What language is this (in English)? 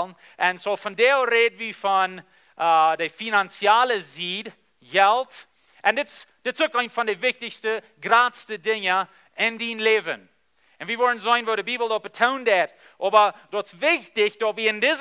Plautdietsch